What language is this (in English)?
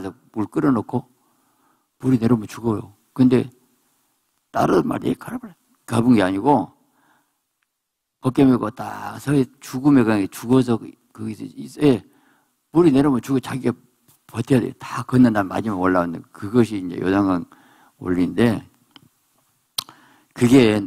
Korean